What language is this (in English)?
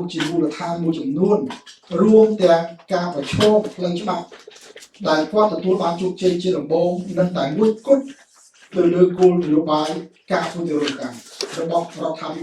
Khmer